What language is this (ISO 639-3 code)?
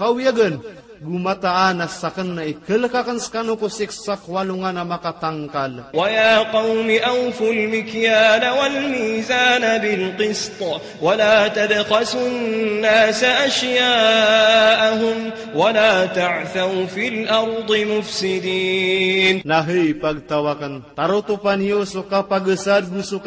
mrw